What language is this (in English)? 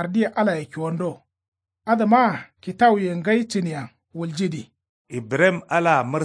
Kanuri